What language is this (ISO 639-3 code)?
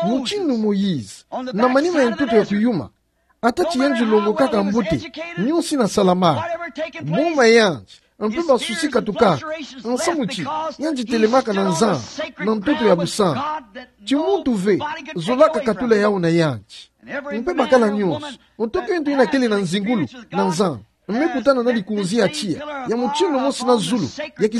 ktu